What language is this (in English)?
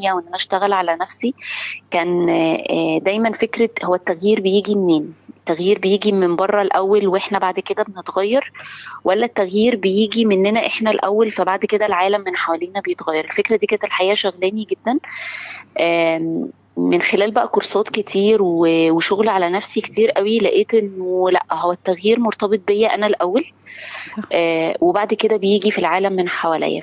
Egyptian Arabic